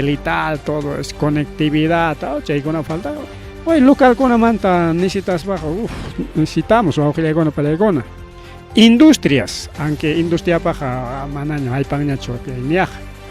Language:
Ayacucho Quechua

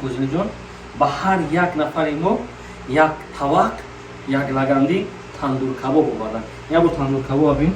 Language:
Tajik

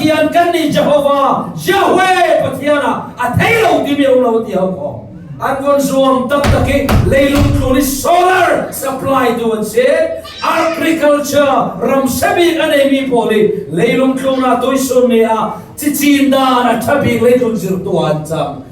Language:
Falam Chin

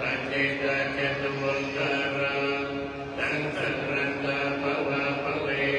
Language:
Pali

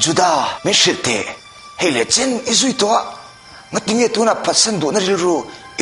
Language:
Mizo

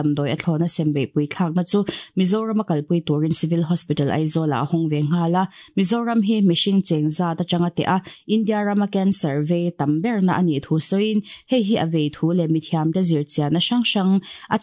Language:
Mizo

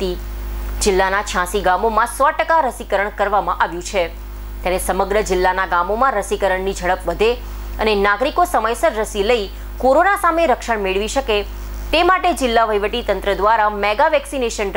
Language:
Gujarati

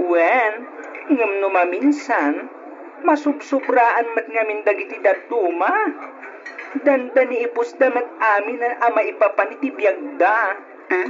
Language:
Iloko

